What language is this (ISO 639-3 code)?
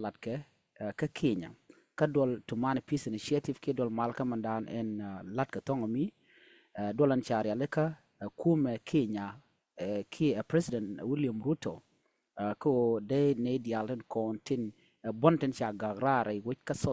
nus